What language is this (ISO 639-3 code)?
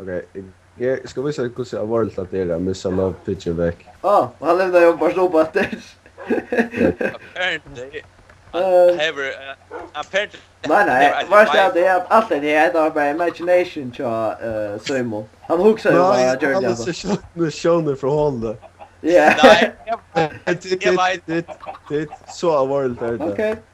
fao